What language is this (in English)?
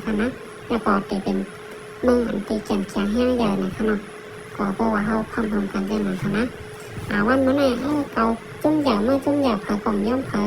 Shan